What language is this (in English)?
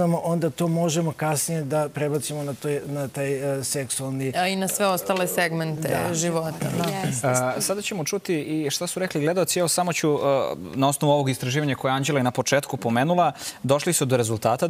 Serbian